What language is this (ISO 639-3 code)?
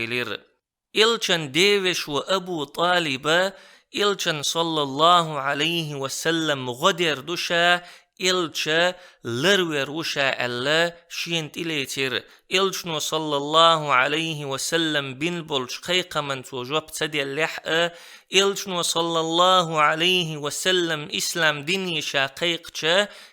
che